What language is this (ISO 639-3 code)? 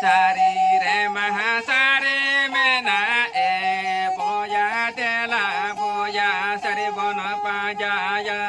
sat